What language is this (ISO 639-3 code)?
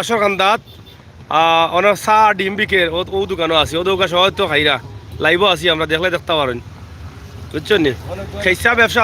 syl